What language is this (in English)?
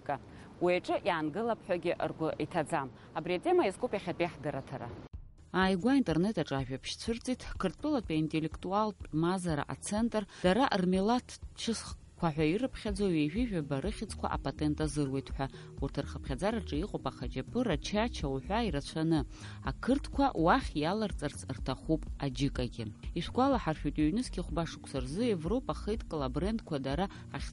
Abkhazian